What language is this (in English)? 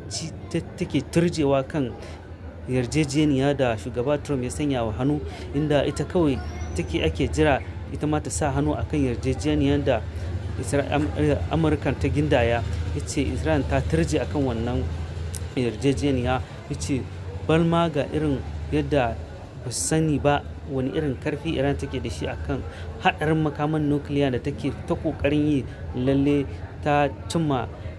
Hausa